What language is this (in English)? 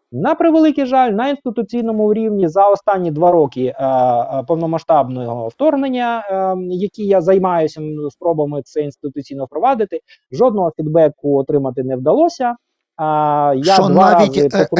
Ukrainian